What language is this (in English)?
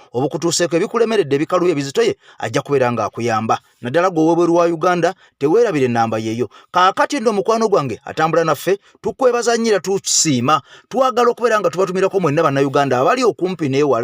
Ganda